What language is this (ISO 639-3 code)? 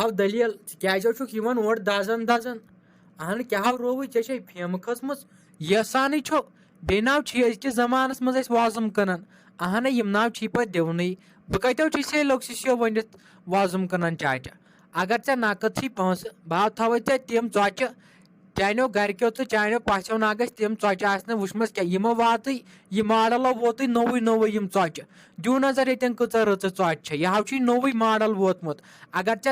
kas